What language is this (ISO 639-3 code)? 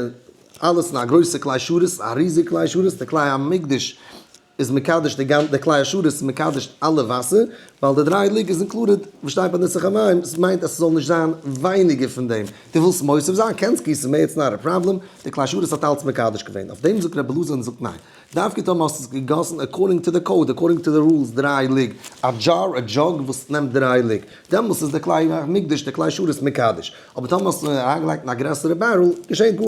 yid